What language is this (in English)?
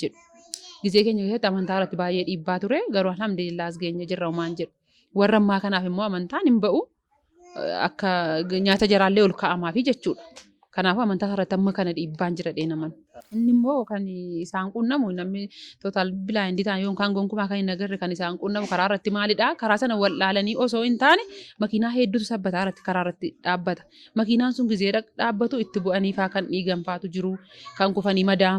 Oromo